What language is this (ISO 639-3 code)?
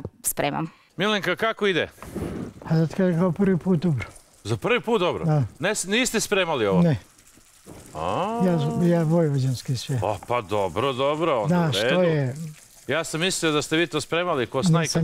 srp